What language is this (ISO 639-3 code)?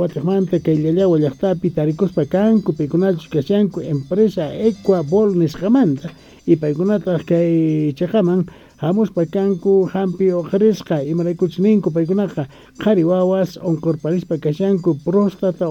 quh